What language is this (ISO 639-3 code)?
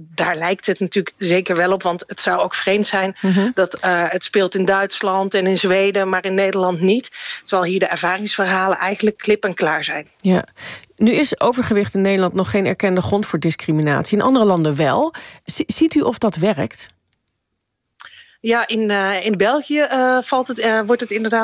nld